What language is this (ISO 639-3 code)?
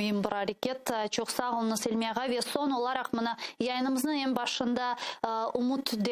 crh